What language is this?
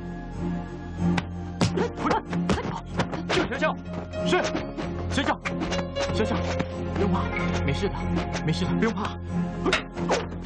Chinese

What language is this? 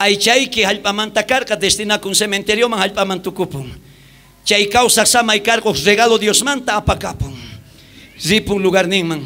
South Bolivian Quechua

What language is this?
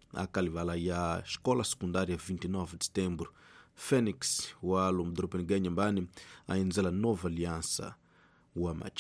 Tsonga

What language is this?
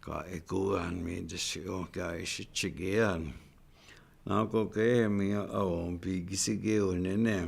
Chippewa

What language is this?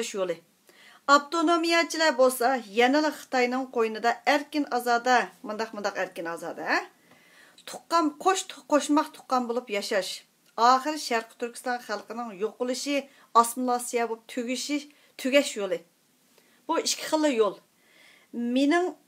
Uyghur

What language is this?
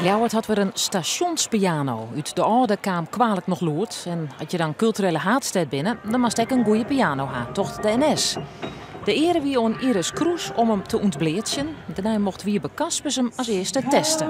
Western Frisian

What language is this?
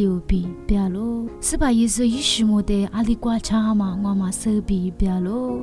Lisu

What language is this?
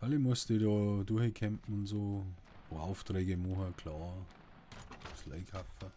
Bavarian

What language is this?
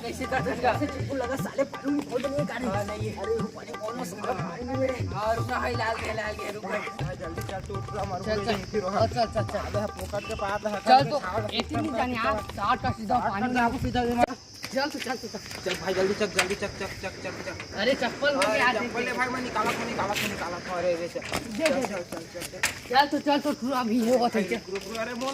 Chhattisgarhi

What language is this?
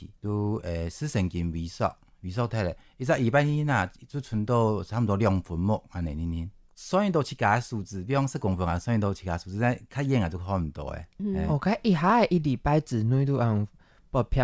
Hakka Chinese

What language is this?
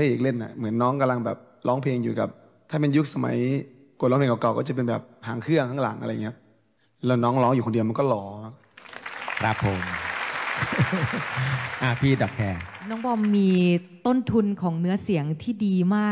Thai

